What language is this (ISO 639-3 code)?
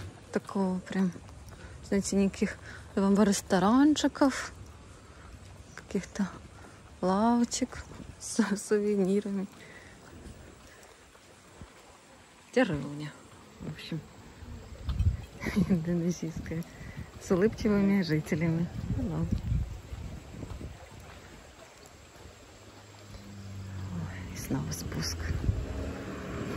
rus